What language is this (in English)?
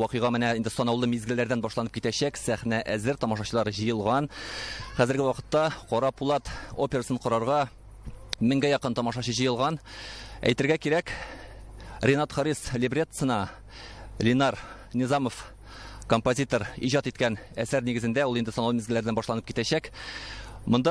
Tatar